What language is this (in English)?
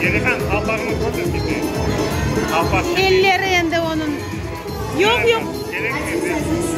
Crimean Tatar